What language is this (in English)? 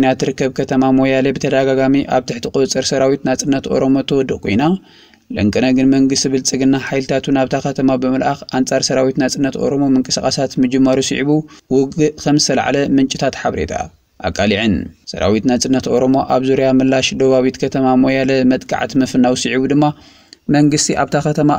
Tigrinya